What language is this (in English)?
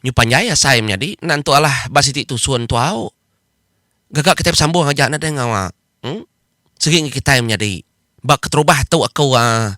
Iban